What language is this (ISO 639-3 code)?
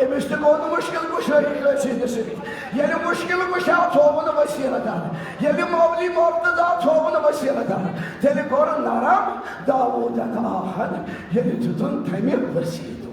kas